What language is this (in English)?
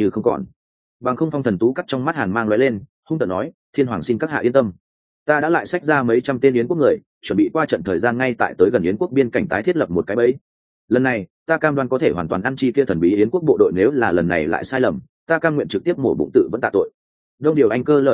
Vietnamese